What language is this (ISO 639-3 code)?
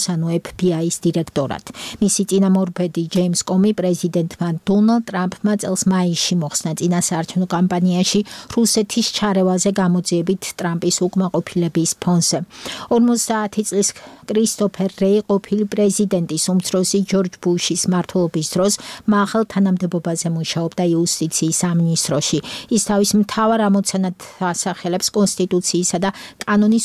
kat